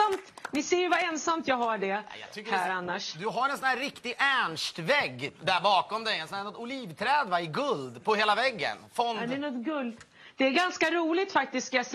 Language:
Swedish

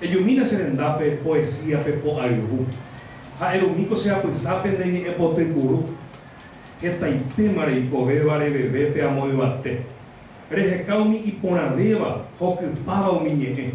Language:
Guarani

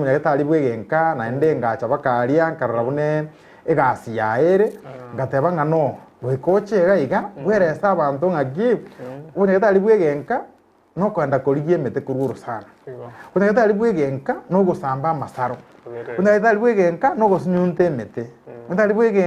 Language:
Gusii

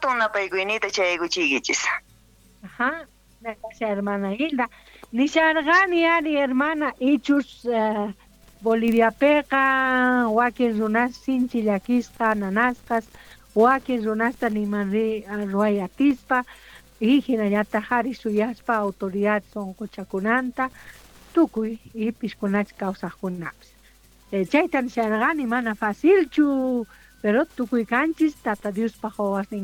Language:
Quechua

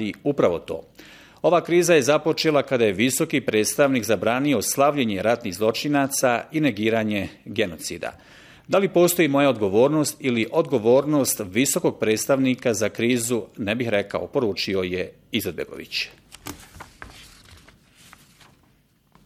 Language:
Bosnian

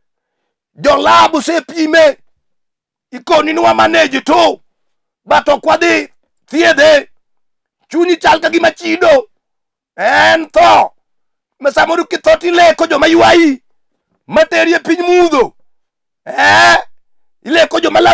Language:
Luo (Kenya and Tanzania)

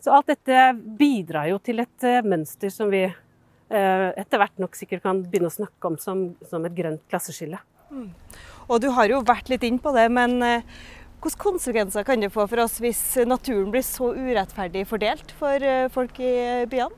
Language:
Norwegian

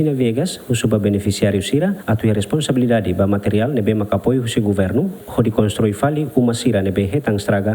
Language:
Tetum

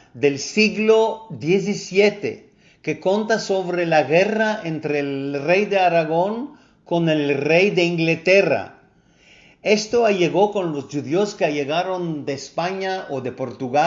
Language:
Ladino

